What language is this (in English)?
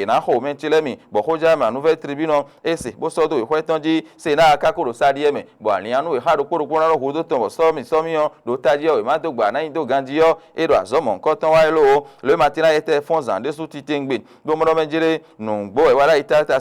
Fon